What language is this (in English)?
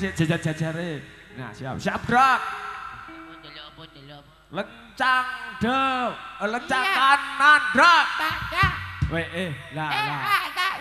Javanese